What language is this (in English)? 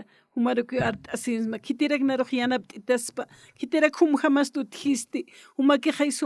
Aymara